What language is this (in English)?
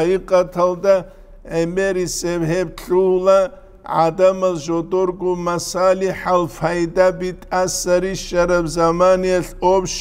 Avaric